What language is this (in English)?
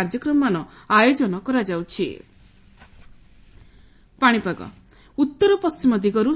Odia